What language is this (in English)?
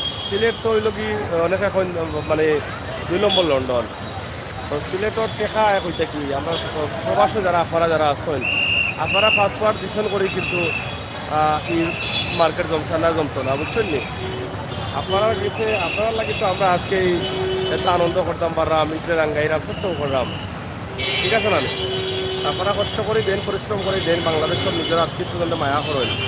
Sylheti